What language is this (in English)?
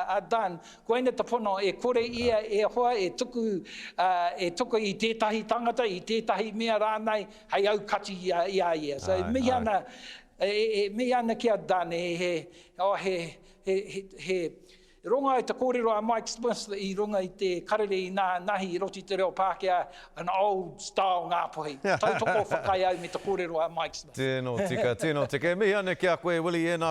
Māori